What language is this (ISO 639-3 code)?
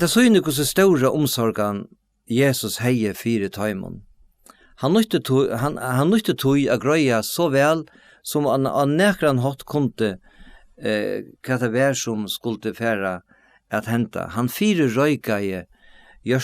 fao